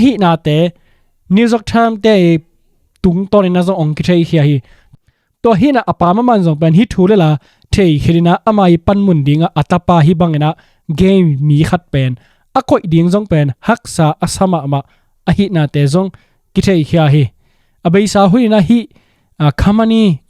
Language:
Tedim Chin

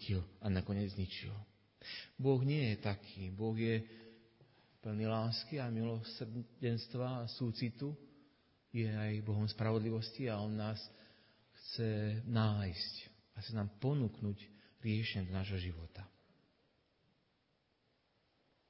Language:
Slovak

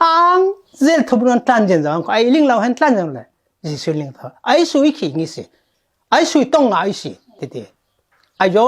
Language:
Falam Chin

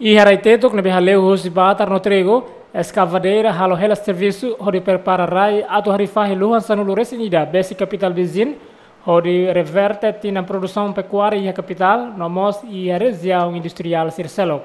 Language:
Tetum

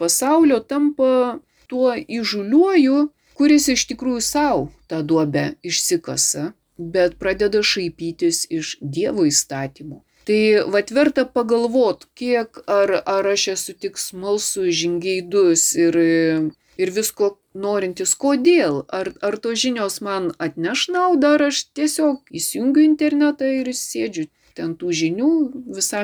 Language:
Lithuanian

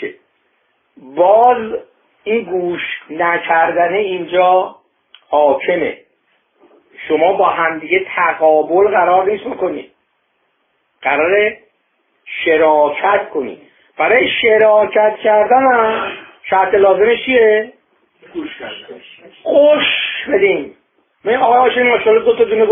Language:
Persian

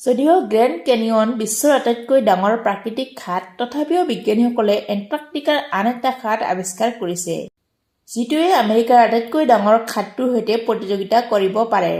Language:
Assamese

